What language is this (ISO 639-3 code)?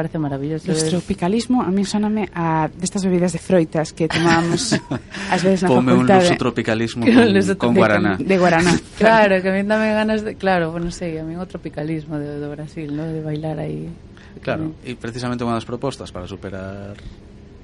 glg